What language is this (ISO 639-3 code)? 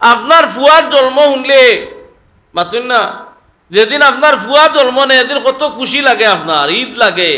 syl